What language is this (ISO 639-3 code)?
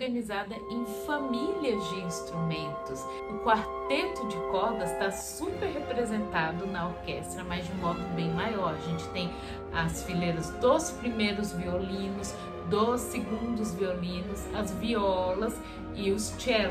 por